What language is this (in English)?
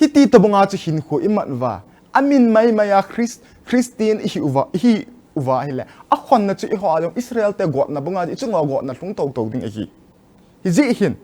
Thado Chin